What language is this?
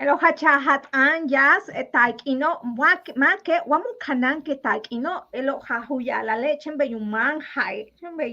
Yucateco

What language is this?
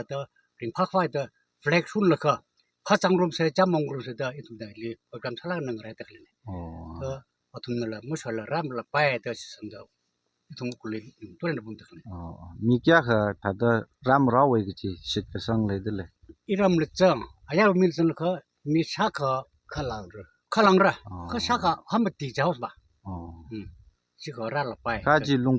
Tangkhul Naga (India)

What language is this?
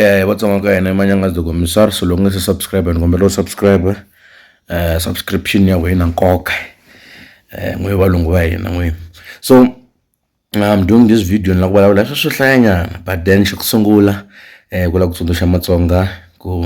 Tsonga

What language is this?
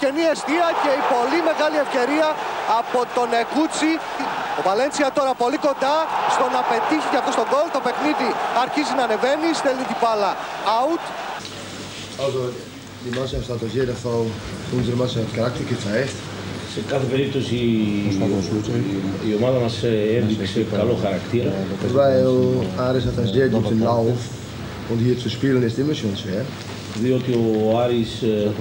Greek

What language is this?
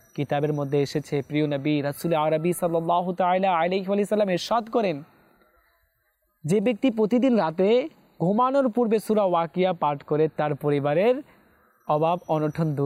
Bangla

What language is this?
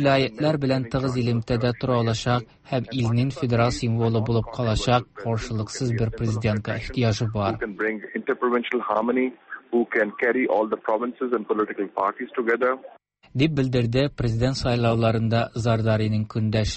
Tatar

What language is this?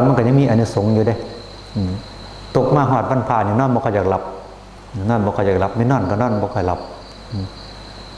Northeastern Thai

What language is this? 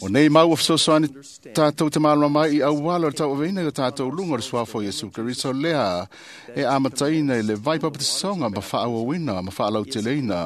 Samoan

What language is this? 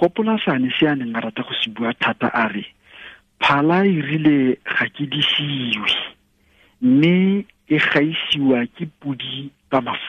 Tswana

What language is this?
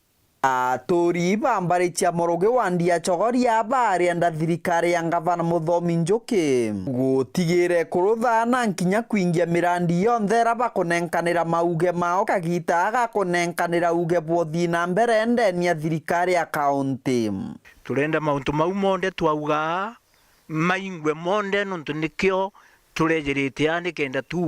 Meru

